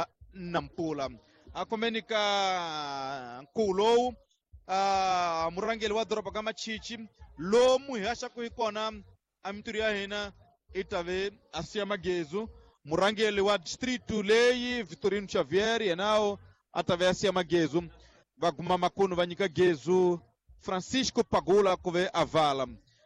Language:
Tsonga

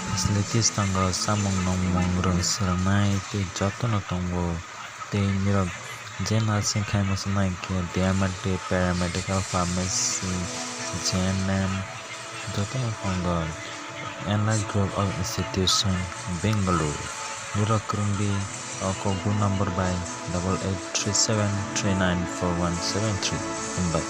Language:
Kok Borok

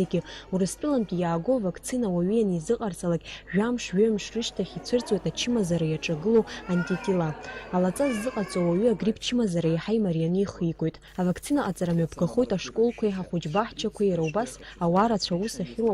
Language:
Abkhazian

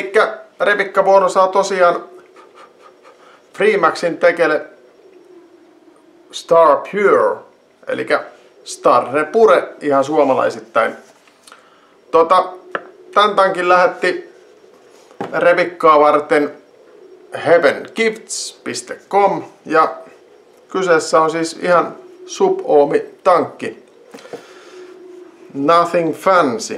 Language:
Finnish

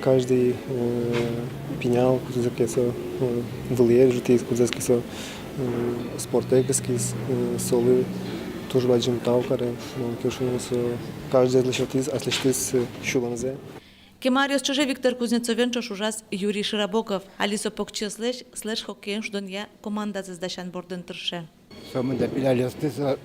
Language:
Udmurt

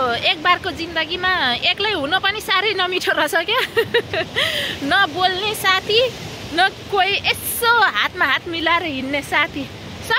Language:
Nepali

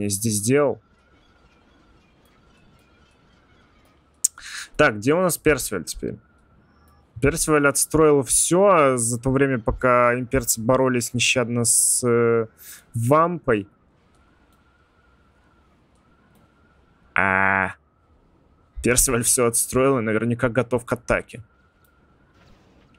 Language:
Russian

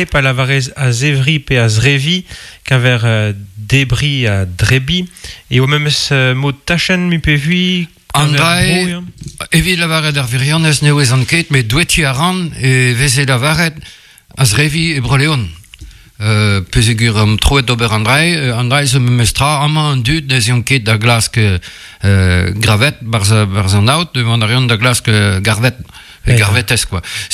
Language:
Breton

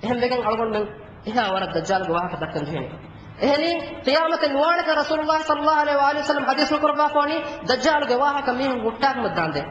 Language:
Divehi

